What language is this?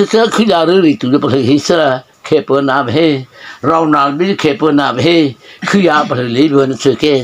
Mara Chin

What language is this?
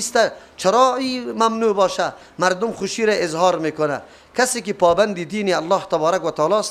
Persian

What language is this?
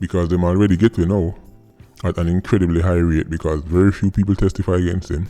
Jamaican Creole English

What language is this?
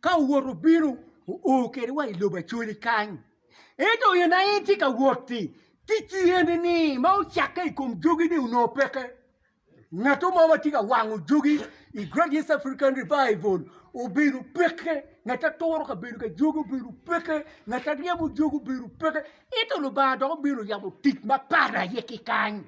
Acoli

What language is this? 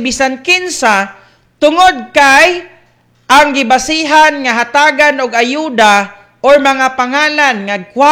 Cebuano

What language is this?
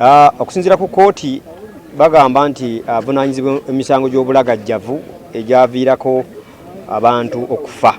Ganda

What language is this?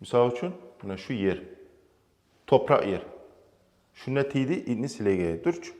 Kumyk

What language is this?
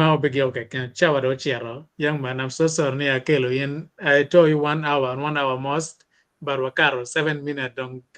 Acoli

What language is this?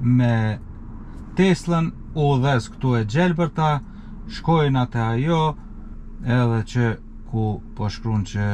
Albanian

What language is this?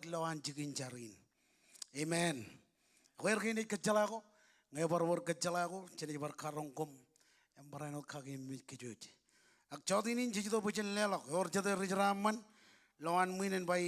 Marshallese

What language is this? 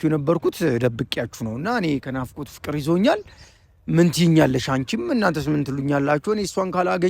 Amharic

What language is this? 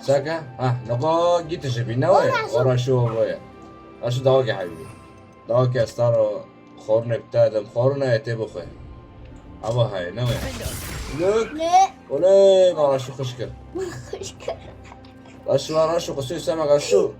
Kurdish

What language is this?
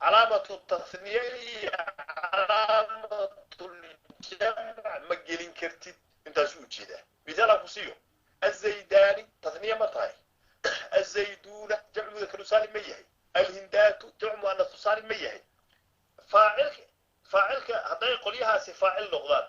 Somali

